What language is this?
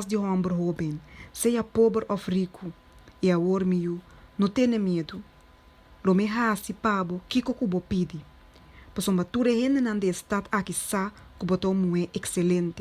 Papiamento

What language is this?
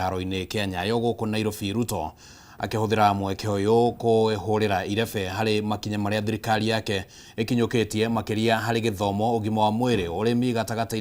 Kikuyu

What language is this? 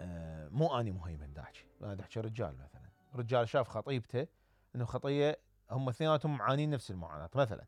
Mesopotamian Arabic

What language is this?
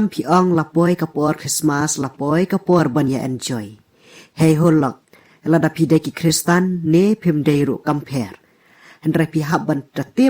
Khasi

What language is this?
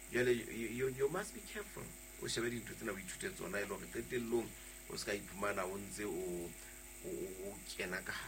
Southern Sotho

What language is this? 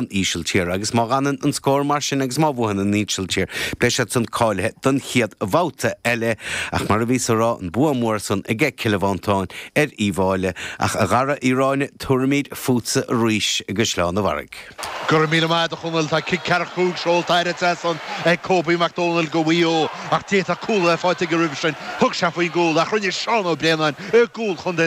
Irish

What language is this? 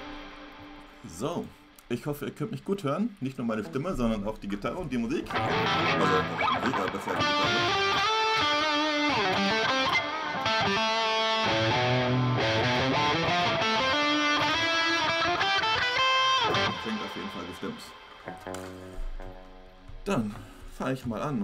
German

